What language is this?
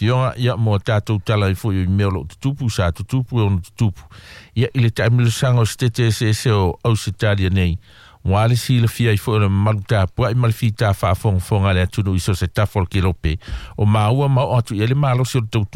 Samoan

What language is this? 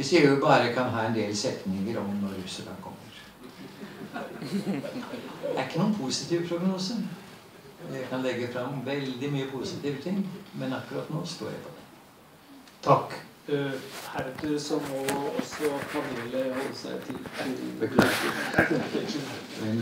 Norwegian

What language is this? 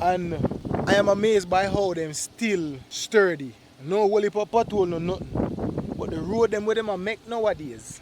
Jamaican Creole English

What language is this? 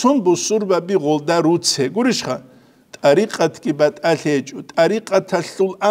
Avaric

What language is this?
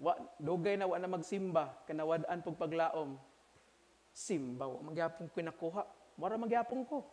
Cebuano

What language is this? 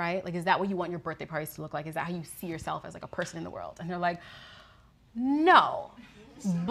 English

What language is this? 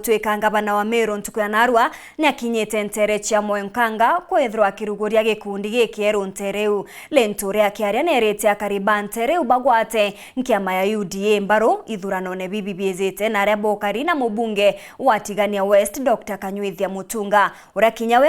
Meru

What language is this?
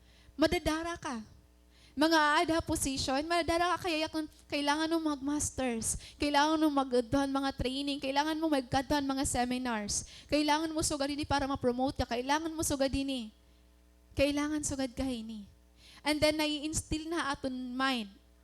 Waray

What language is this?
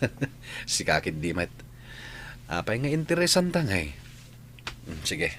Iloko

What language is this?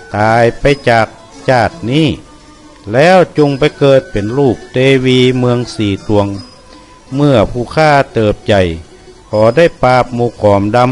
Northern Thai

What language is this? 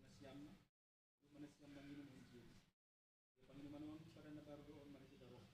Batak Simalungun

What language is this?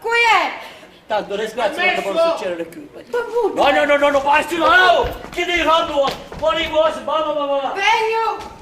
Sicilian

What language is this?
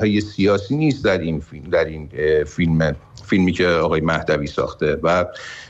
Persian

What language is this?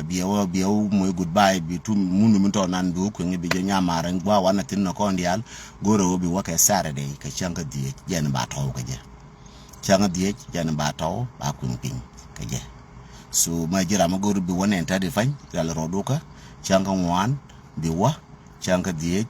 Nuer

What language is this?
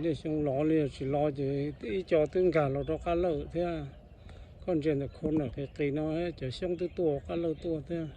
Hmong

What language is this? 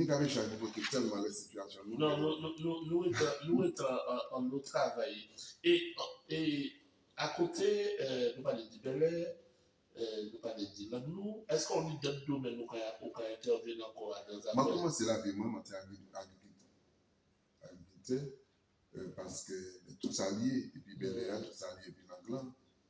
Guadeloupean Creole French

